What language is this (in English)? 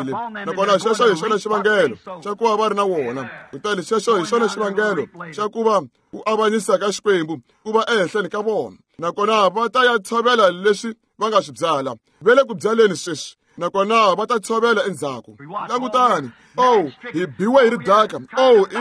Tsonga